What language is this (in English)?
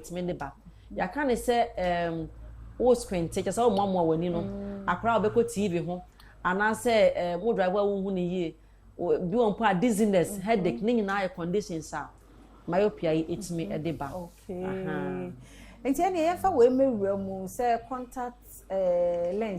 Akan